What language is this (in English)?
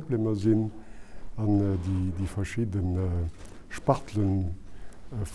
Luxembourgish